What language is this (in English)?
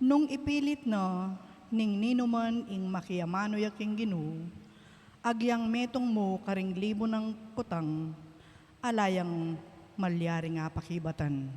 Pampanga